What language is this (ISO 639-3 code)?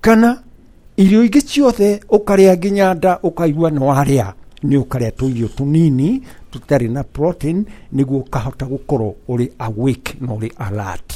kik